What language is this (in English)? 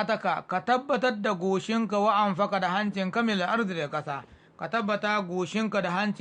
Hausa